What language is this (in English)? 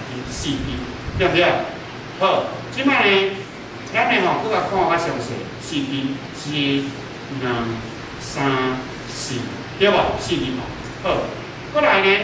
Min Nan Chinese